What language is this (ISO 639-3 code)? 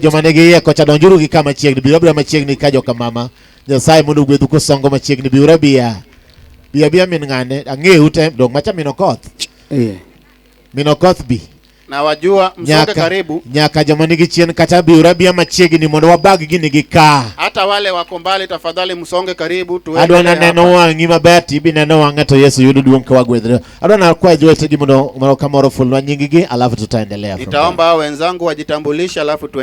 luo